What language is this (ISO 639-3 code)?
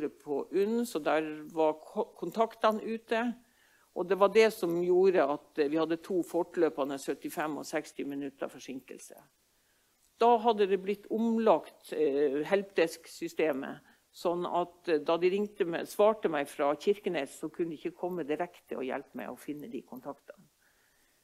nor